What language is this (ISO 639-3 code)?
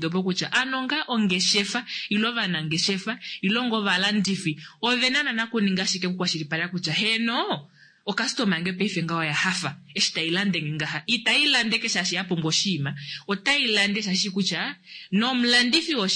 kua